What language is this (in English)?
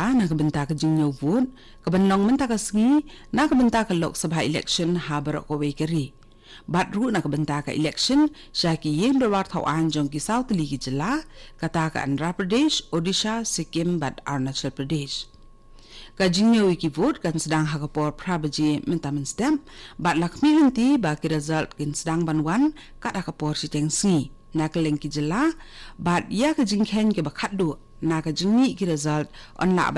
Khasi